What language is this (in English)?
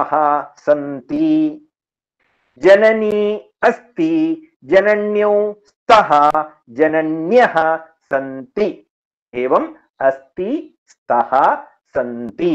Sanskrit